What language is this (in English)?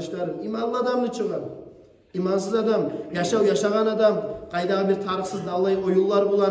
Kumyk